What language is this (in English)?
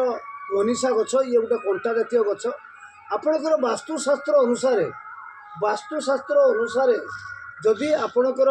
Odia